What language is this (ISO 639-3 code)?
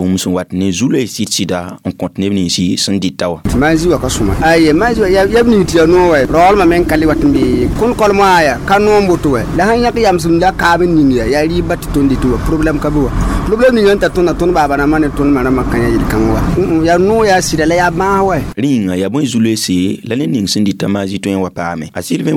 mos